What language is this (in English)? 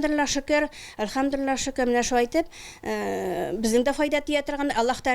Tatar